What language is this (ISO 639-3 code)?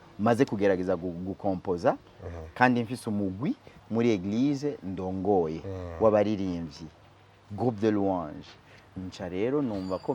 run